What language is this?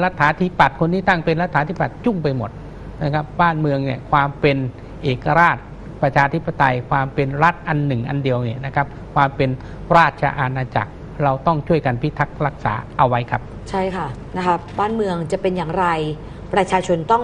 Thai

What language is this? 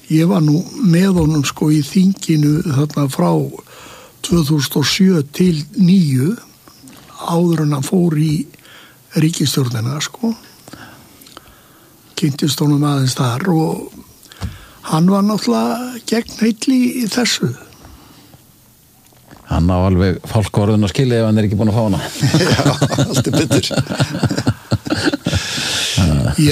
Icelandic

